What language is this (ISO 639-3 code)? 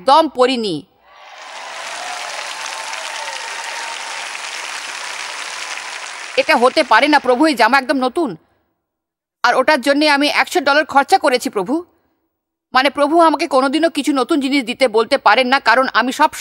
ben